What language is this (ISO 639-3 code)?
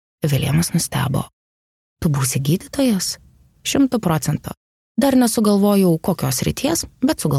lit